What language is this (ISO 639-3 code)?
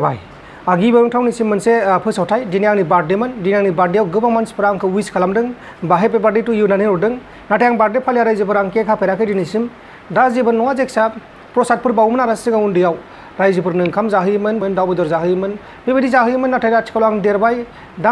brx